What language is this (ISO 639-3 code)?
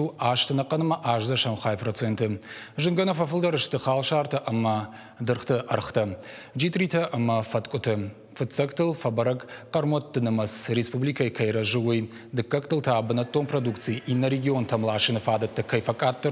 oss